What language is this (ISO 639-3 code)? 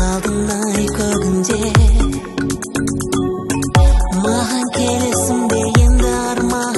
kaz